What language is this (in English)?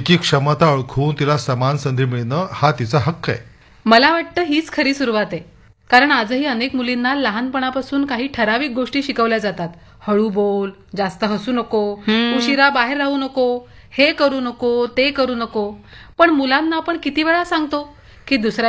Marathi